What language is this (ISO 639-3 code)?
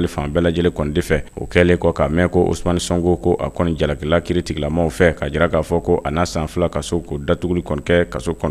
bam